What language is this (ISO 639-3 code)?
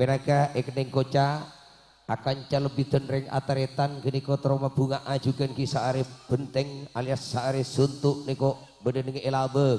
mad